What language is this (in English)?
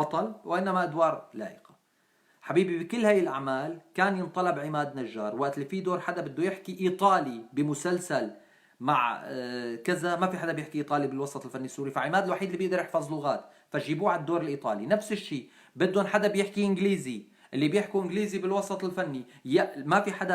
North Levantine Arabic